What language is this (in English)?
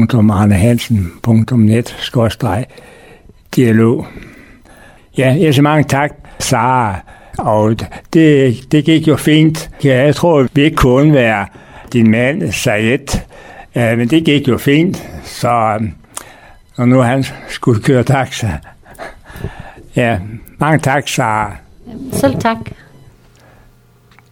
Danish